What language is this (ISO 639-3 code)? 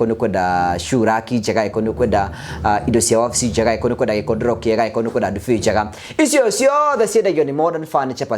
kik